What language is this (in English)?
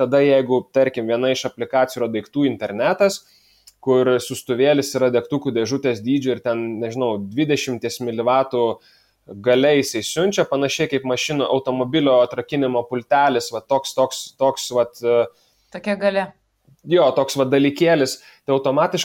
Lithuanian